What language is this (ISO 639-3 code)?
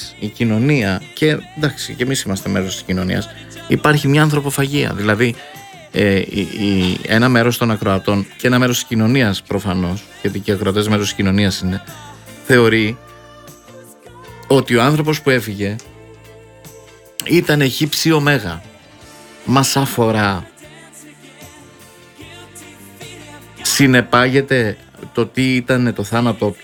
ell